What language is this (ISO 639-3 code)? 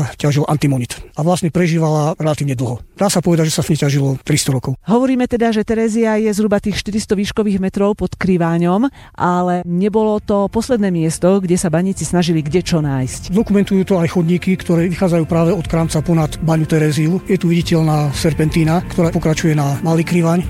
slk